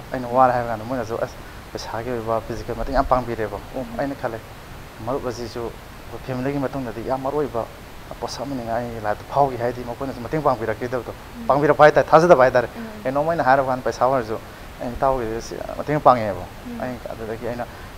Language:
Manipuri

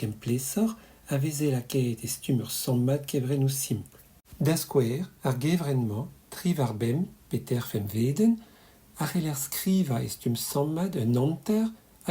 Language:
Breton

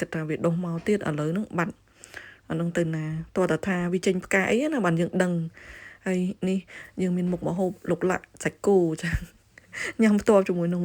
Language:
Khmer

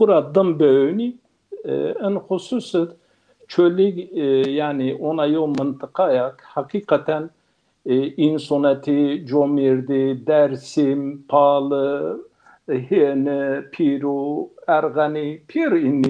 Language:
Zaza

